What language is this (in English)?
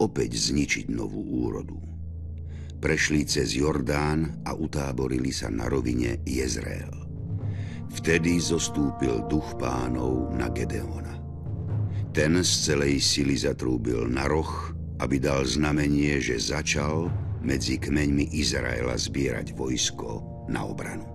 Slovak